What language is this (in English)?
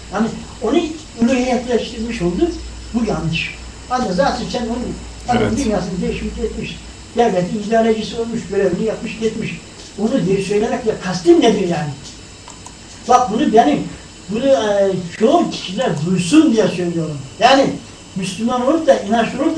Turkish